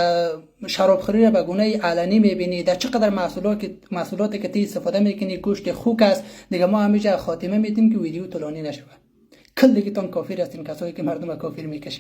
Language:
Persian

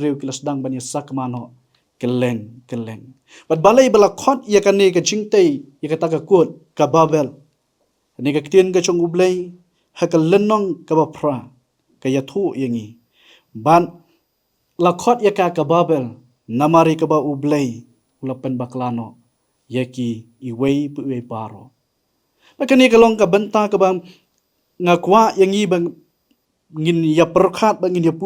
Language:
Khasi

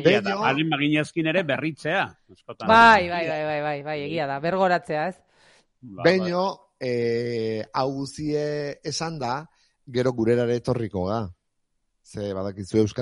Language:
Basque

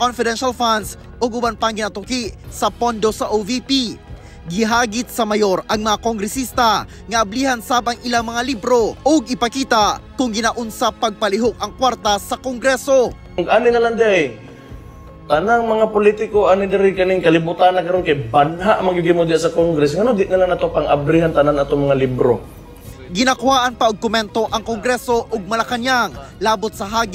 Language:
Cebuano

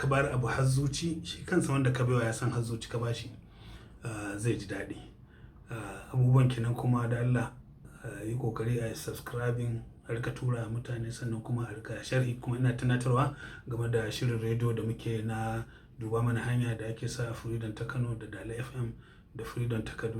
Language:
Hausa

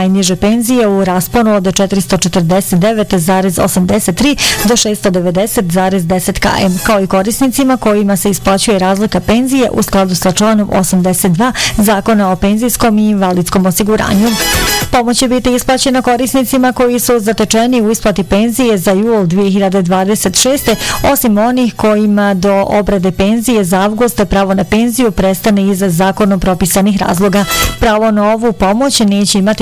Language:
Bosnian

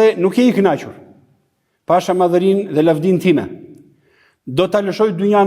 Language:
Albanian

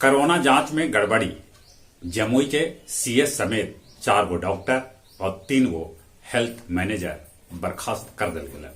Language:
Magahi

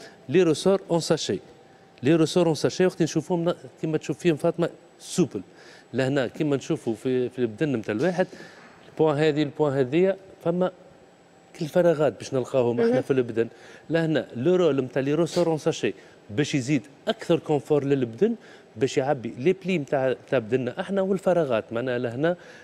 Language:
Tunisian Arabic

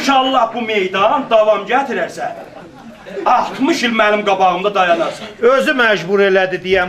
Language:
South Azerbaijani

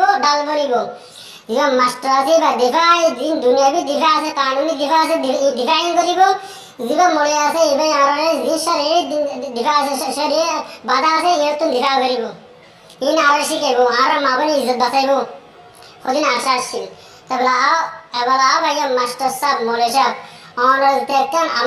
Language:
Rohingya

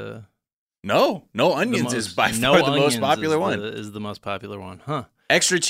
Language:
English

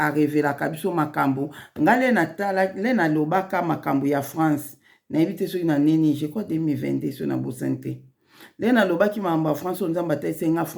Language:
Lingala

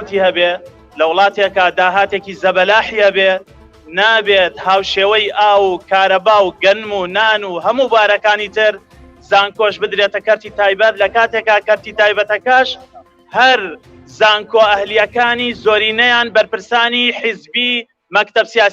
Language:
Central Kurdish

